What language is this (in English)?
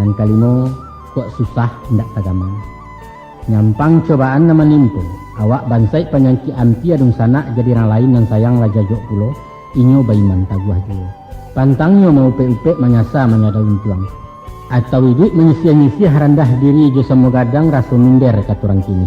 Minangkabau